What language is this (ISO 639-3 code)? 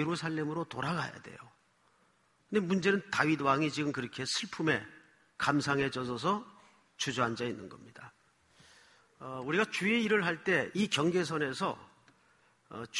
kor